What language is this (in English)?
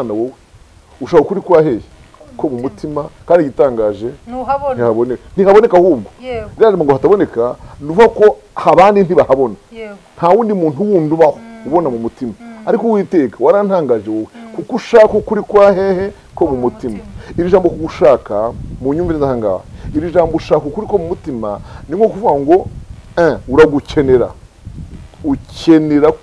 Kinyarwanda